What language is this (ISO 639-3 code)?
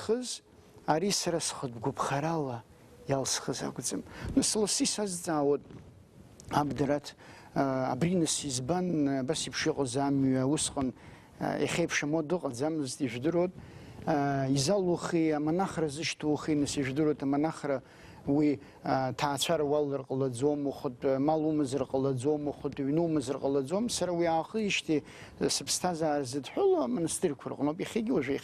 abk